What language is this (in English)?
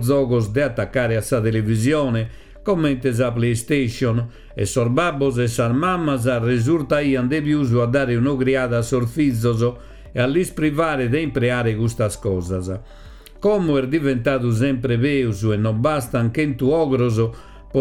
Sardinian